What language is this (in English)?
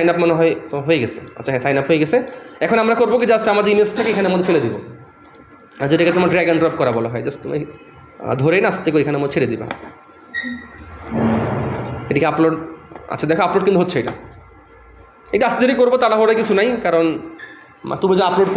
Bangla